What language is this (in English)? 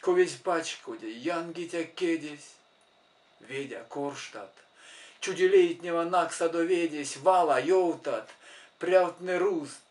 Erzya